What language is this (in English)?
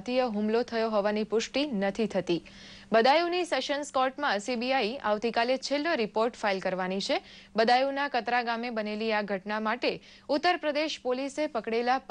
Gujarati